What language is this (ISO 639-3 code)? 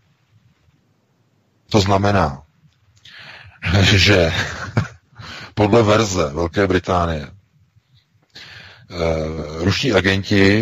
ces